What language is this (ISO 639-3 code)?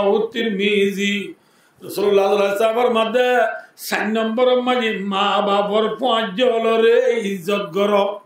rhg